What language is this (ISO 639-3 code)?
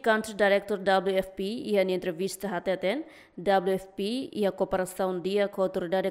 tet